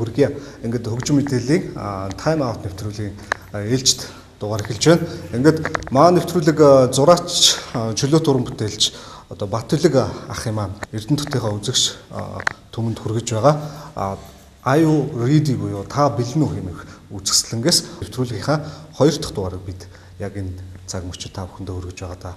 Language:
Mongolian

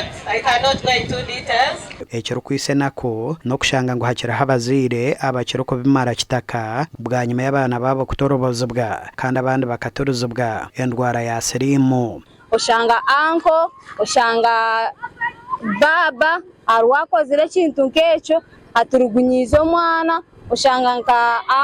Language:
Nyankole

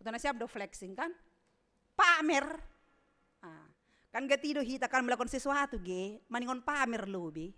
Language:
Batak Simalungun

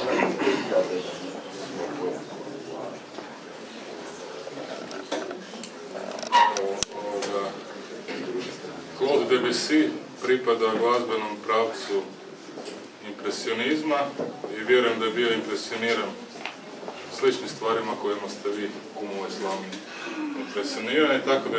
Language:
Croatian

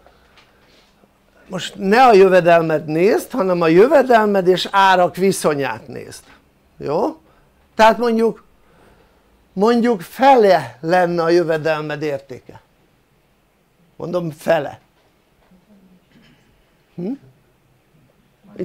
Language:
Hungarian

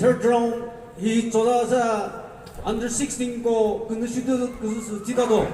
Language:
Chokri Naga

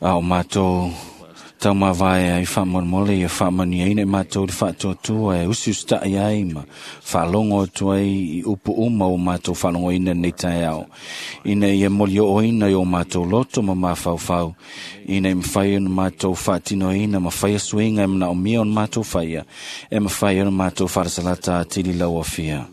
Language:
Samoan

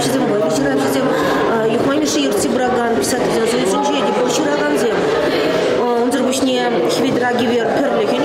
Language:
Chuvash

